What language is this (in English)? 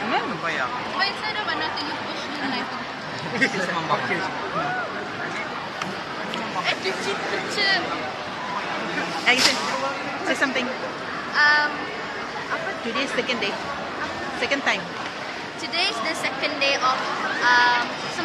Malay